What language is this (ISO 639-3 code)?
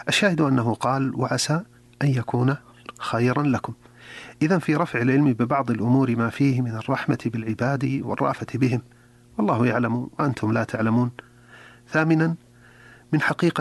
ara